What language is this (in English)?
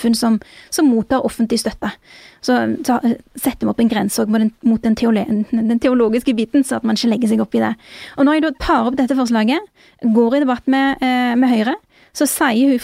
Norwegian